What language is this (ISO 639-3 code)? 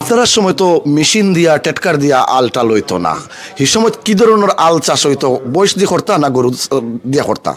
syl